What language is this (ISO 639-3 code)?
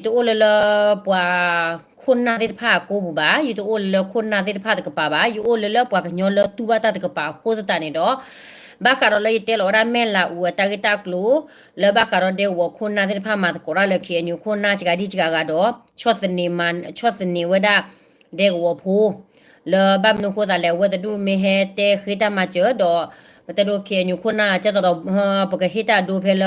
ksw